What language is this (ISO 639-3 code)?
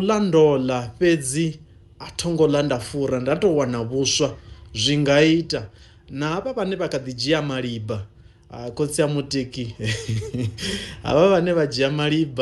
ven